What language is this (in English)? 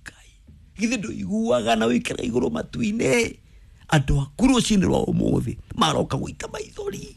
Kikuyu